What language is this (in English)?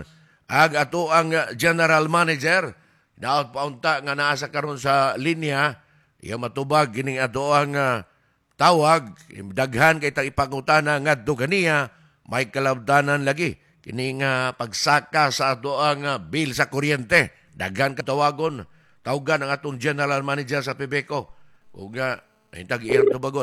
Cebuano